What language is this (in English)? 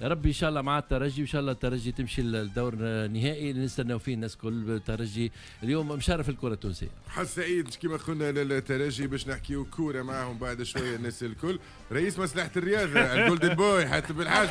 Tunisian Arabic